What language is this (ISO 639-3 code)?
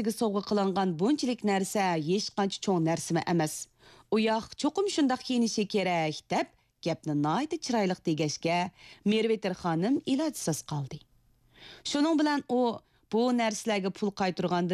uig